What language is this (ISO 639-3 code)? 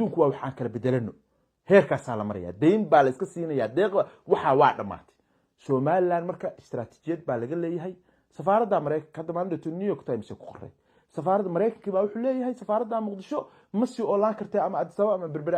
som